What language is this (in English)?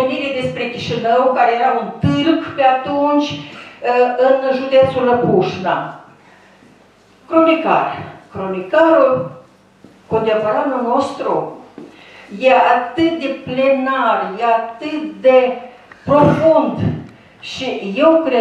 Romanian